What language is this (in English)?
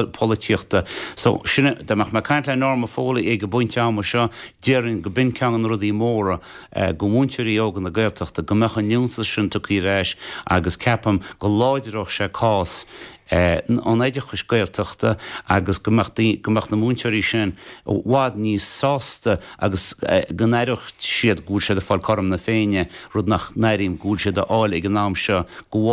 Irish